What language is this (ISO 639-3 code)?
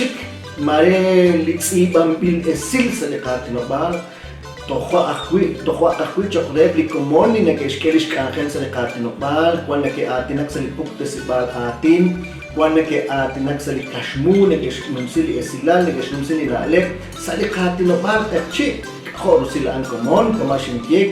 kek